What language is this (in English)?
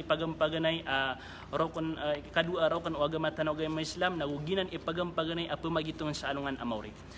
Maranao